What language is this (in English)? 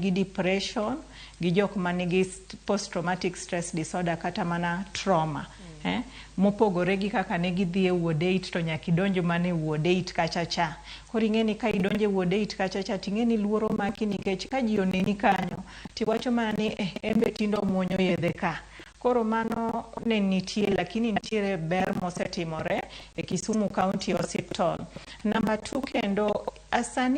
Luo (Kenya and Tanzania)